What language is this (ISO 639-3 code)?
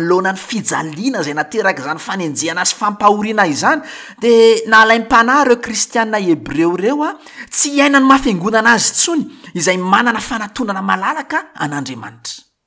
mlg